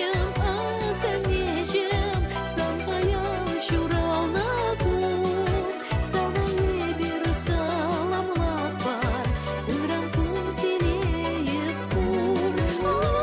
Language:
Chuvash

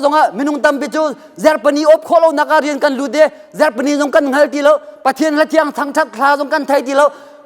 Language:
Hakha Chin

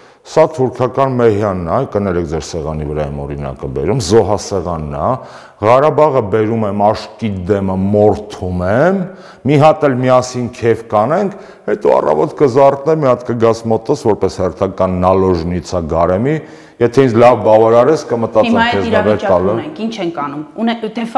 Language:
Armenian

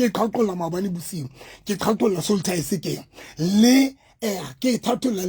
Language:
Southern Sotho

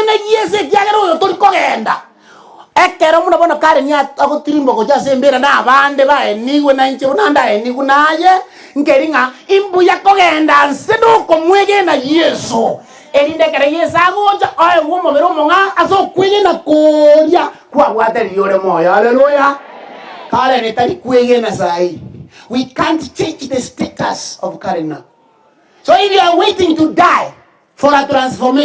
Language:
Gusii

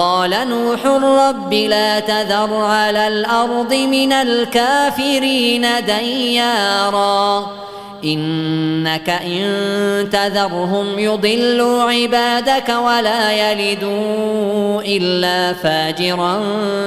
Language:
Tajik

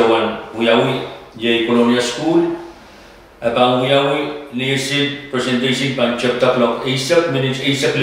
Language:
Pohnpeian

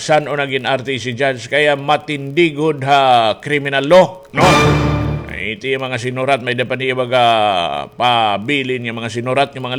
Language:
Waray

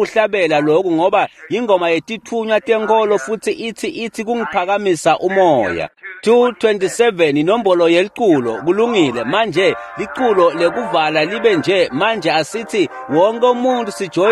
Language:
Swati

